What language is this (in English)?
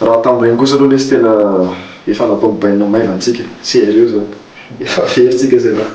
Malagasy